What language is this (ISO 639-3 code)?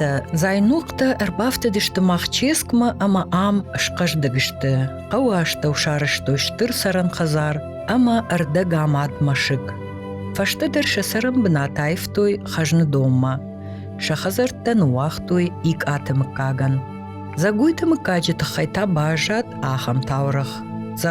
oss